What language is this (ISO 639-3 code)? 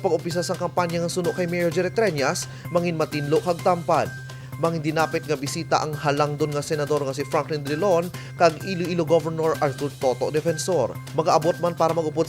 hil